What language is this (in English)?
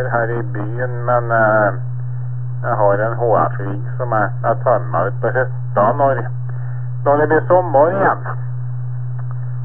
Norwegian